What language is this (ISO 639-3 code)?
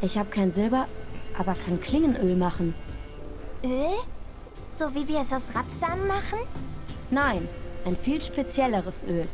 gsw